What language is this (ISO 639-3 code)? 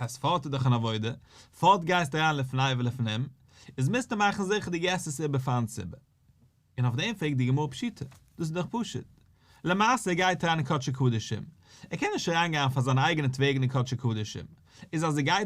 yid